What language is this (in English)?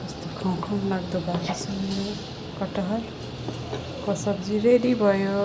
Nepali